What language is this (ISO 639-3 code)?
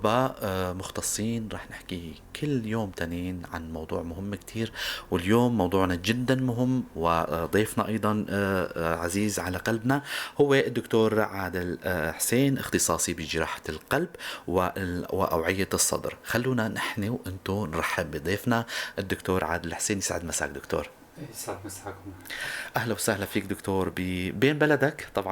apc